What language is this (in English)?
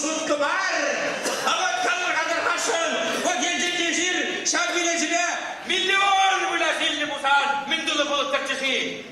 Chuvash